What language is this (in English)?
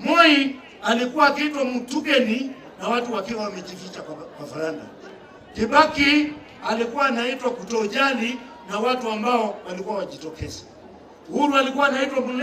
Swahili